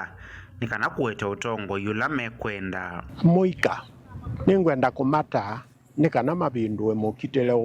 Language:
Kamba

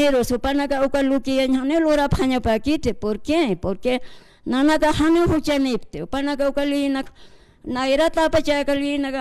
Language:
Aymara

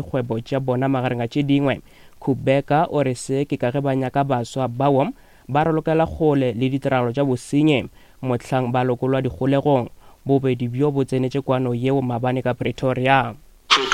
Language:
Northern Sotho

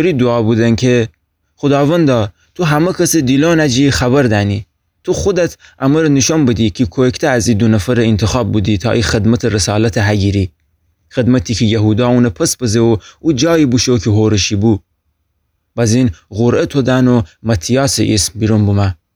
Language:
Gilaki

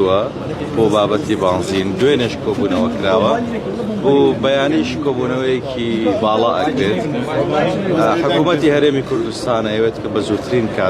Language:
Central Kurdish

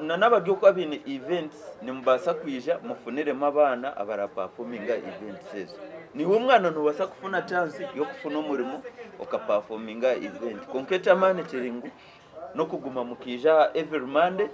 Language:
Nyankole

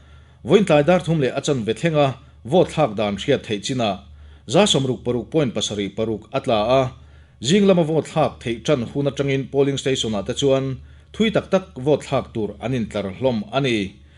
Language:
Mizo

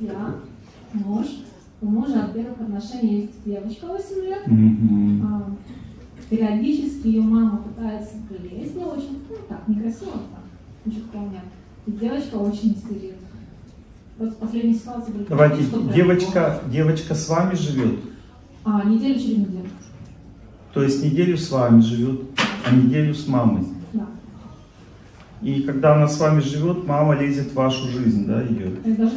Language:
Russian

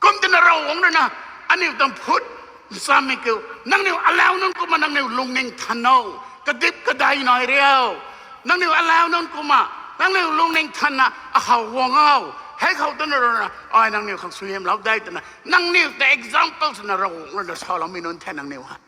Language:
Rongmei Naga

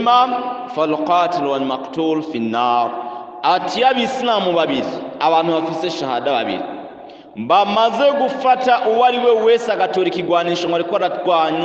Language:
Rundi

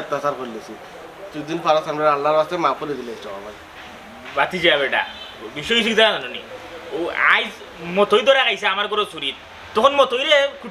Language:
Sylheti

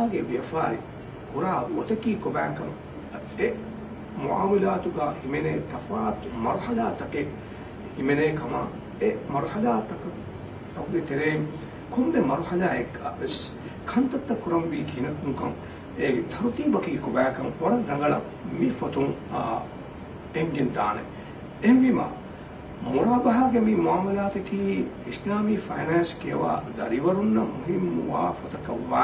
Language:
Divehi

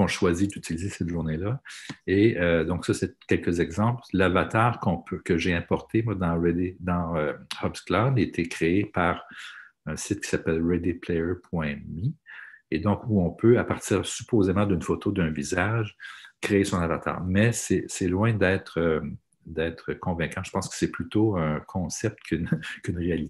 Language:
French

